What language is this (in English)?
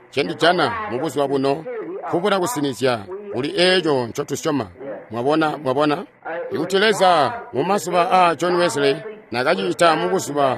Tonga (Zambia)